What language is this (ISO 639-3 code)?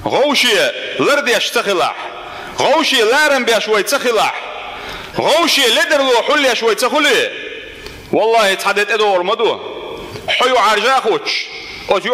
che